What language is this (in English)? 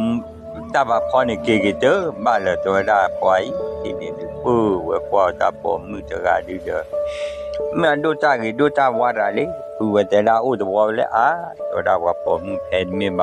S'gaw Karen